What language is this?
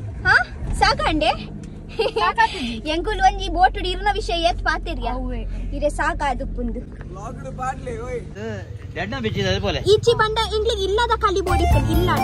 Tulu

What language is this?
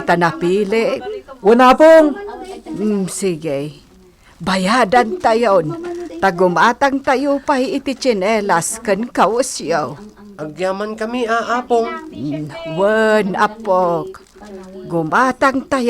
Iloko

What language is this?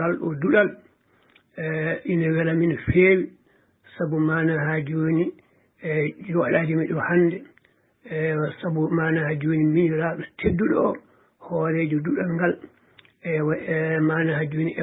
Fula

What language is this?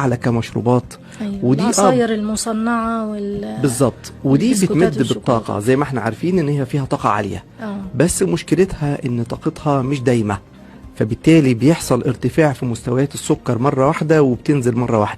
Egyptian Arabic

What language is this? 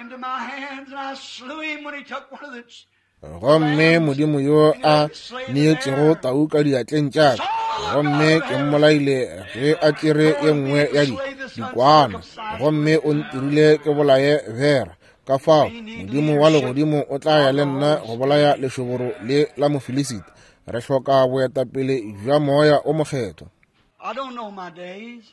Northern Sotho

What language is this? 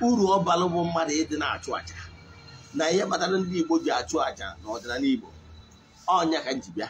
Igbo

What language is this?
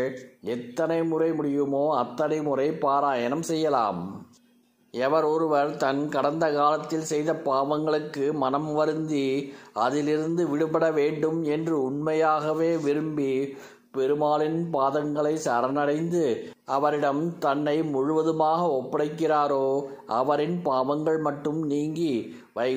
Tamil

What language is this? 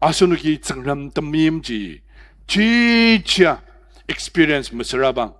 Ao Naga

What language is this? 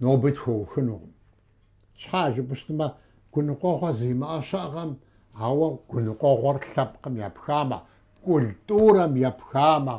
Kabardian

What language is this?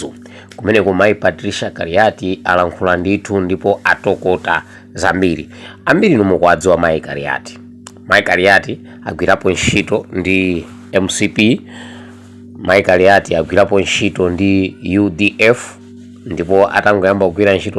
Nyanja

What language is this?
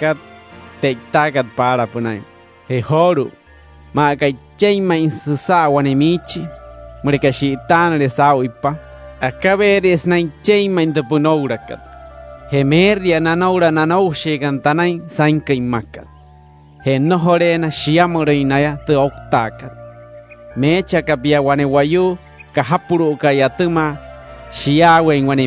Wayuu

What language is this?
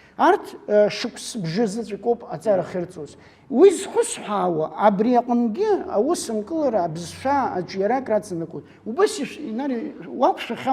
Abkhazian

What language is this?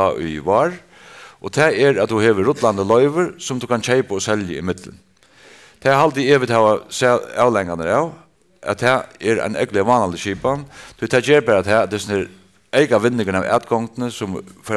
Faroese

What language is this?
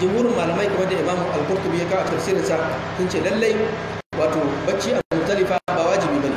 Hausa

